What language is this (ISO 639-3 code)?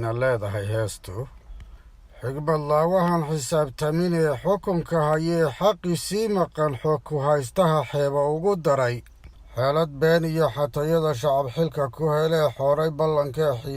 som